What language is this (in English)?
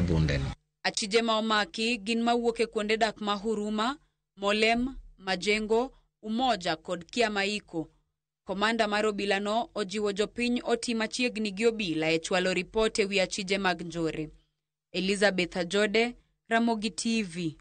Luo (Kenya and Tanzania)